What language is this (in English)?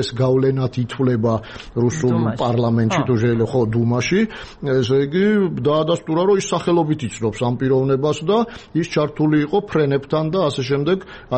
Georgian